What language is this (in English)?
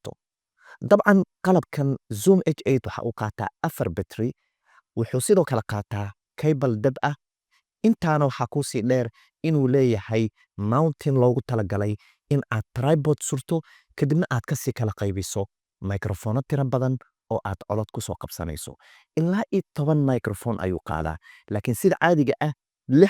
Somali